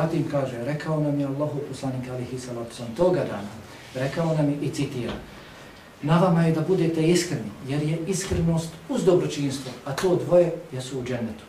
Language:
Bosnian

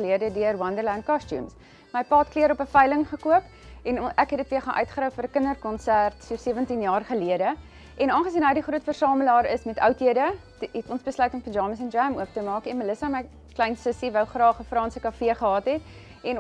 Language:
Afrikaans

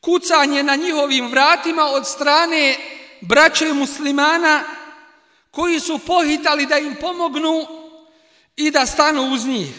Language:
Bosnian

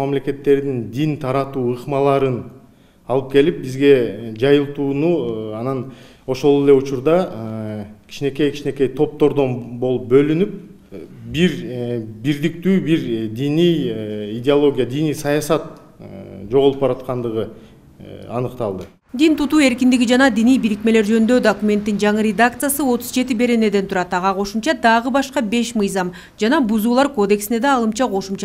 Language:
Kyrgyz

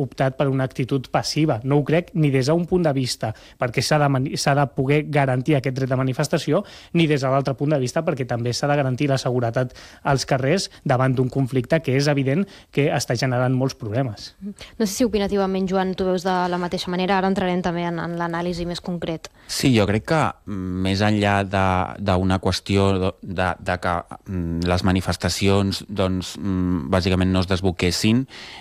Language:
Catalan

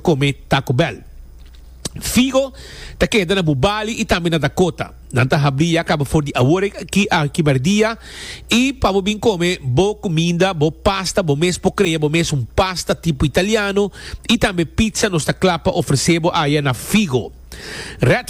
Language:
Papiamento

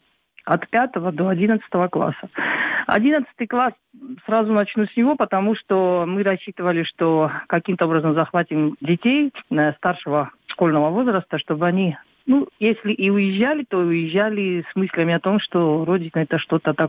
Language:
Russian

